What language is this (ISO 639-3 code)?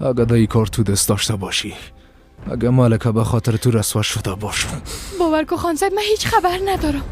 fas